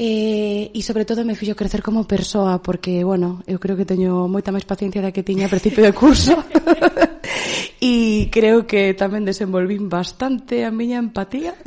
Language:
Galician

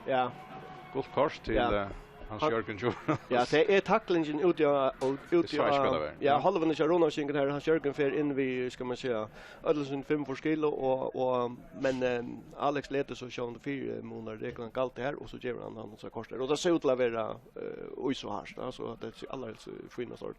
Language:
Faroese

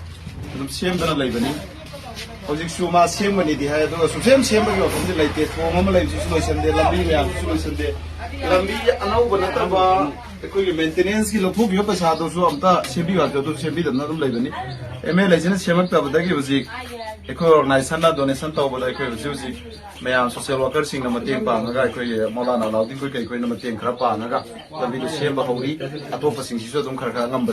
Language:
Manipuri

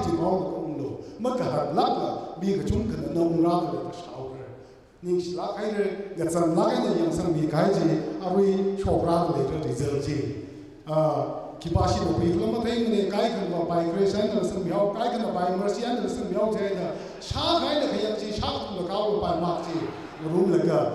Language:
Tangkhul Naga (India)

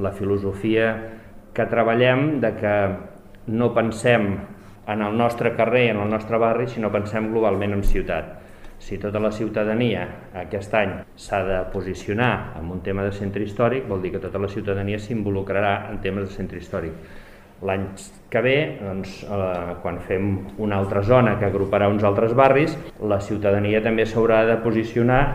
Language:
Catalan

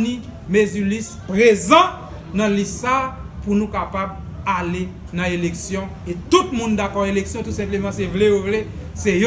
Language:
Haitian Creole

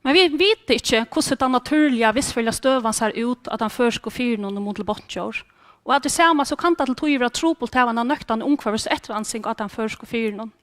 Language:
Faroese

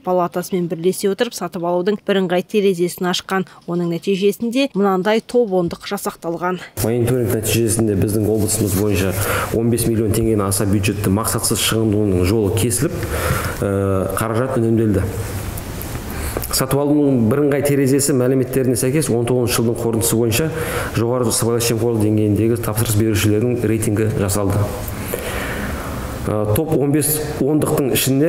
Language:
Kazakh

